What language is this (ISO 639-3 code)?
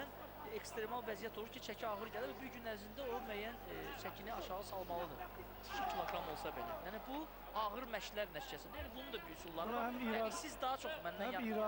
aze